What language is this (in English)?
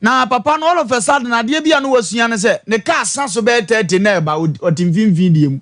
Akan